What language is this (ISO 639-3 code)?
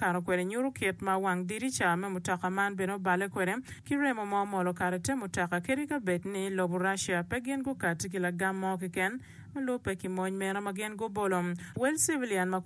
ach